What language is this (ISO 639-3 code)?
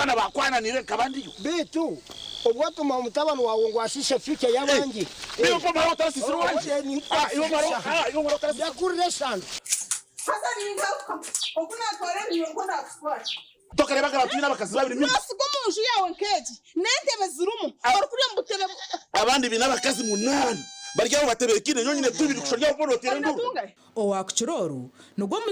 nyn